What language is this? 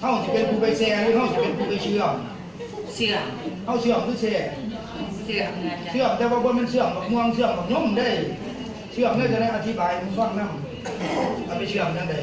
Lao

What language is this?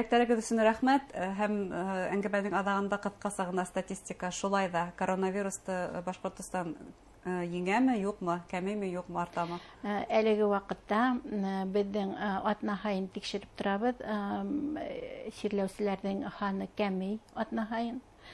Bashkir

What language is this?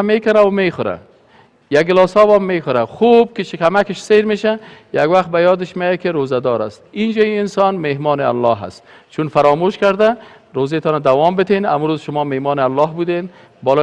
Persian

